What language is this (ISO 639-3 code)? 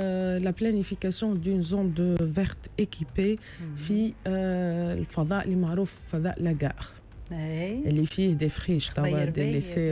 aeb